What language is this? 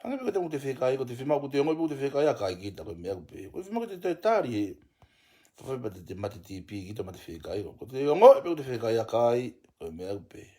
Tongan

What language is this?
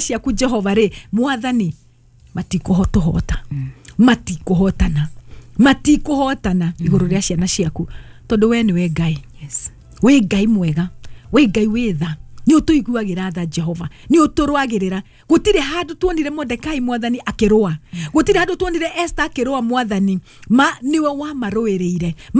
Kikuyu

